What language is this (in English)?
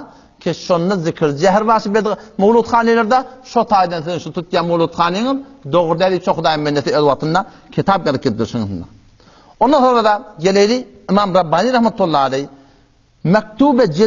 Turkmen